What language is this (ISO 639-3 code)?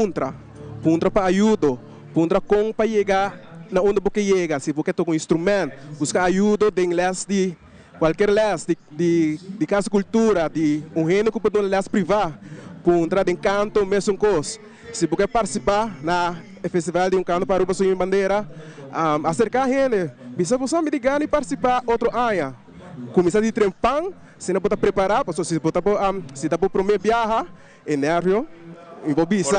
pap